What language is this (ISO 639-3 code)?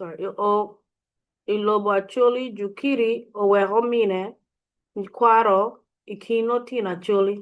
ach